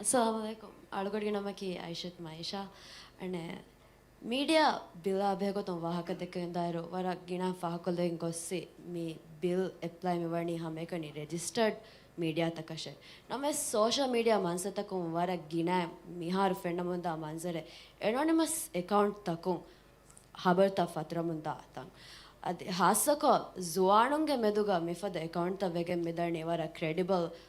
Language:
Divehi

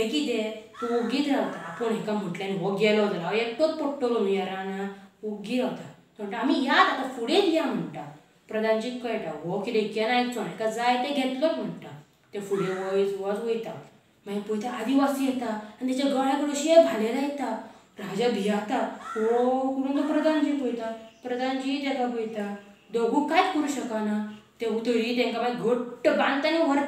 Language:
Konkani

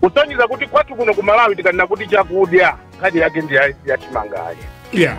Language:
Nyanja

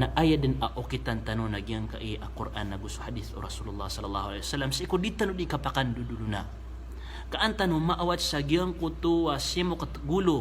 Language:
Maranao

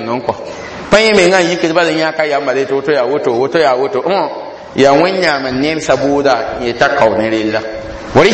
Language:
Mossi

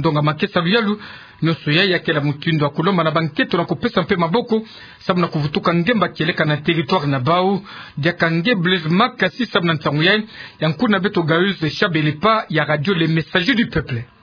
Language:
Kituba (Democratic Republic of Congo)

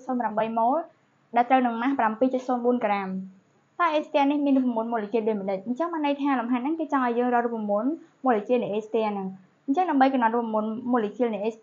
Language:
Khmer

